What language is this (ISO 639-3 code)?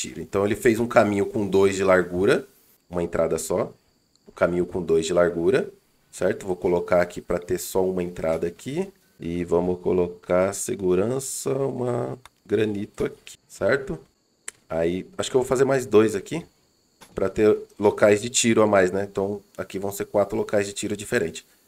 por